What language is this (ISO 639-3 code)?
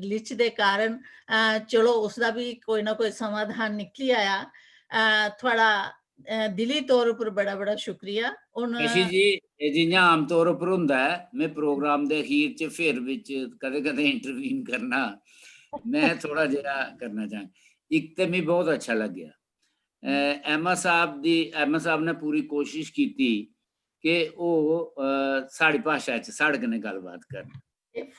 doi